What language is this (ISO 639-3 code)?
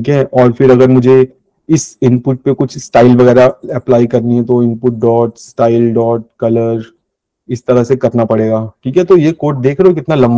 hin